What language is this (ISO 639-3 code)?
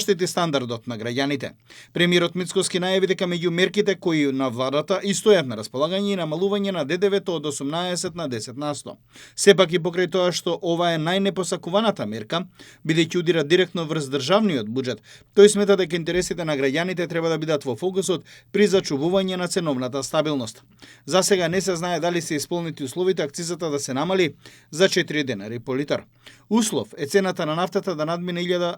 mkd